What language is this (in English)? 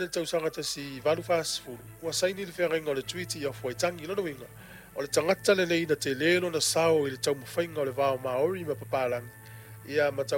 Samoan